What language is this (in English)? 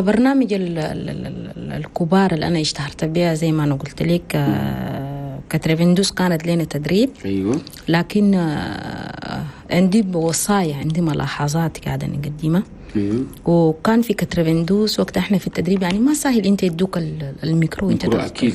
Chadian Arabic